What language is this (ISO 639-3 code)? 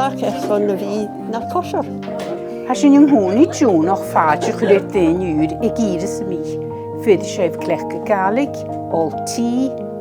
gla